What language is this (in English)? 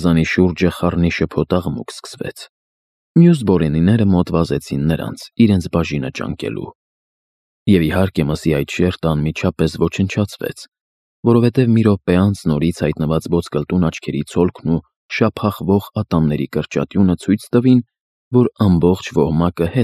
Armenian